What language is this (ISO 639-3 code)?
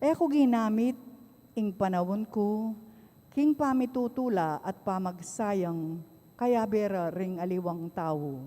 pam